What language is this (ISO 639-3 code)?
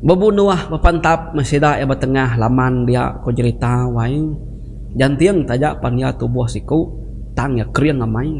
iba